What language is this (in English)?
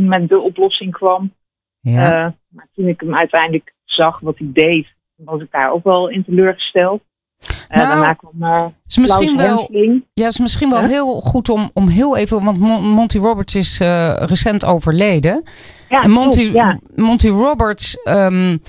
Dutch